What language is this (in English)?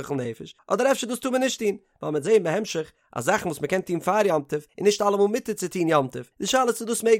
Yiddish